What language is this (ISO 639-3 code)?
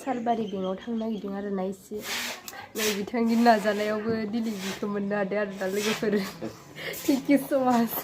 brx